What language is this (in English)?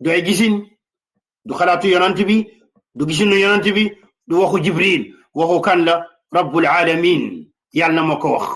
Wolof